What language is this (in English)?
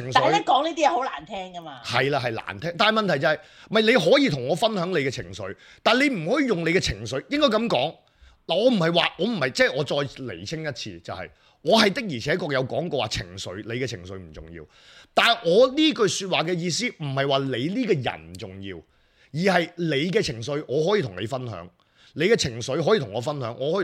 Cantonese